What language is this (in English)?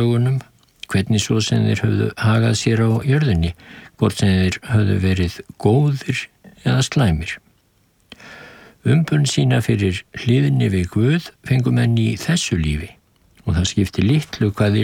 Icelandic